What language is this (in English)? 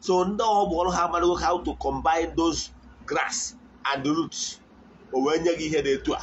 Igbo